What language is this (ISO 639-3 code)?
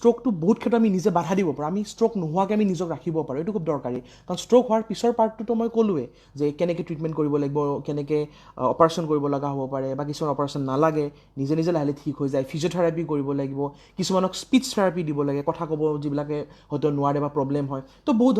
asm